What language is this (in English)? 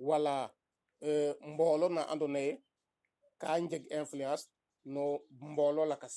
Serer